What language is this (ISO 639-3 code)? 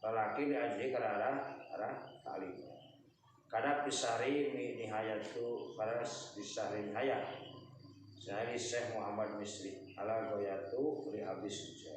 sun